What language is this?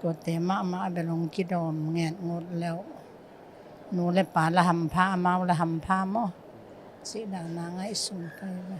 Tedim Chin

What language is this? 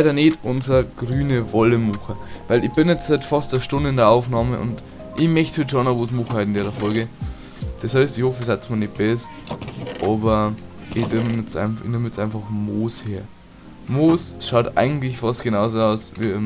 Bavarian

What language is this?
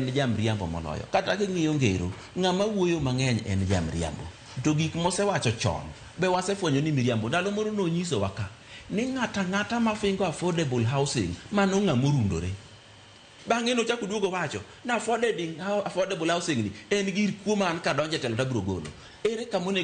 Luo (Kenya and Tanzania)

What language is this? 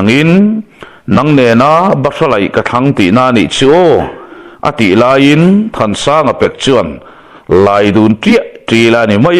Mizo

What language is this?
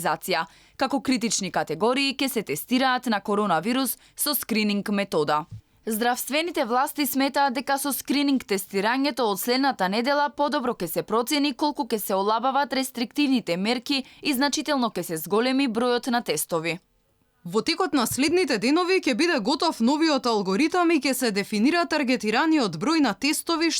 Macedonian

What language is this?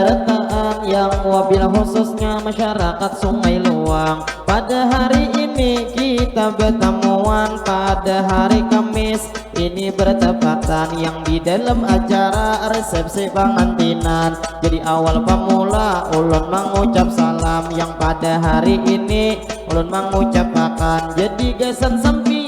Banjar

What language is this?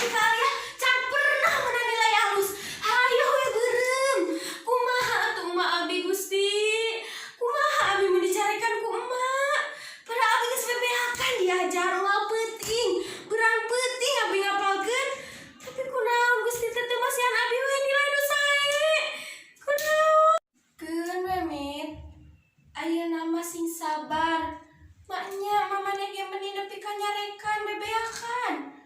Sundanese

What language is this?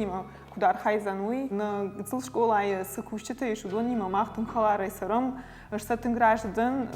Ossetic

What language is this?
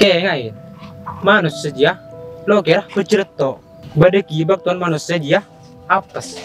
Madurese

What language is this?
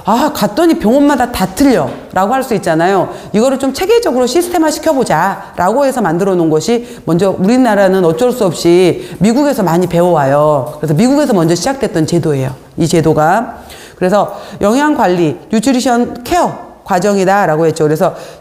Korean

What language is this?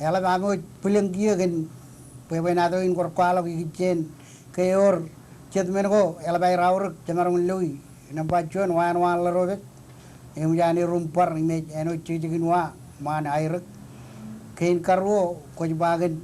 Marshallese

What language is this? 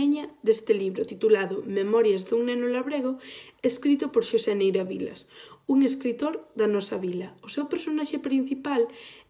Galician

